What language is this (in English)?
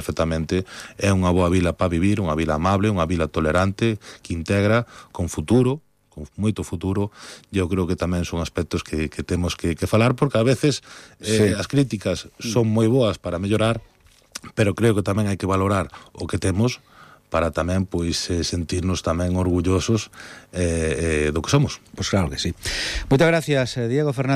Galician